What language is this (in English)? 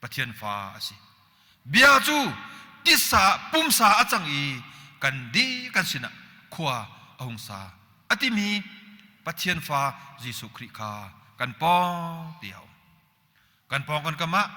Hakha Chin